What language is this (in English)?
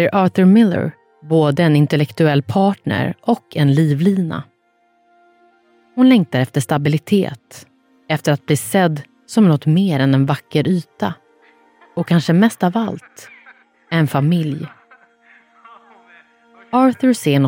Swedish